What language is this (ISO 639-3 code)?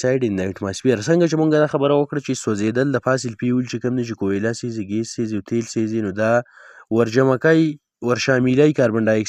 pus